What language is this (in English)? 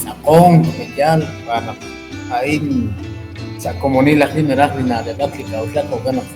Kekchí